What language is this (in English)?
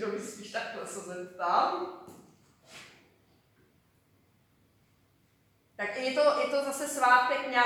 Czech